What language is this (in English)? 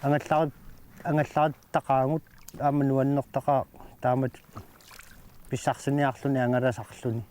Kalaallisut